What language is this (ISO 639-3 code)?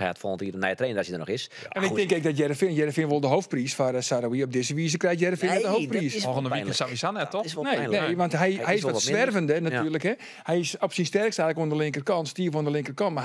fry